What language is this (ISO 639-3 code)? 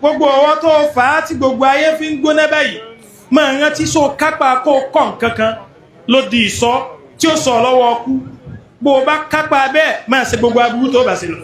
yor